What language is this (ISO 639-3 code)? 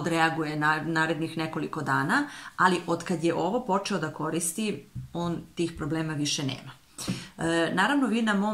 srp